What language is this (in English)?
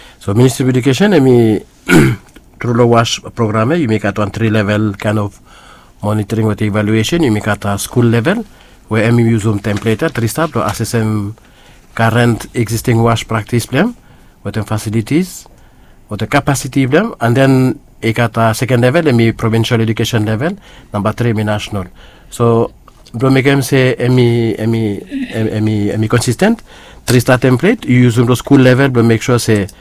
Bislama